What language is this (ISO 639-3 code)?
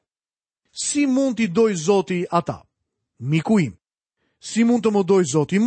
sqi